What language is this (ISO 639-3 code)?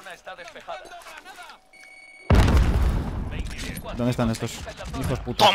spa